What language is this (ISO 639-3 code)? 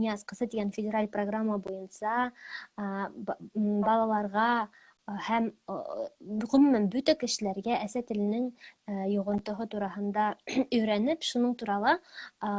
bak